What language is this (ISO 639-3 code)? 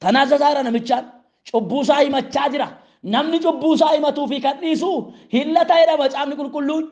orm